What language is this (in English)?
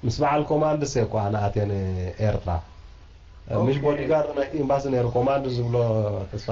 Tigrinya